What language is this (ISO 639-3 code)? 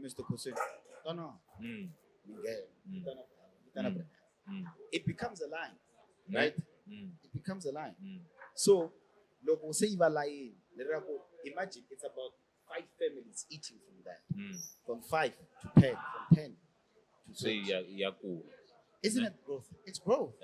tso